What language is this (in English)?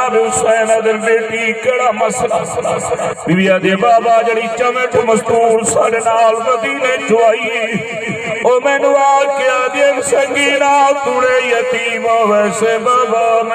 Saraiki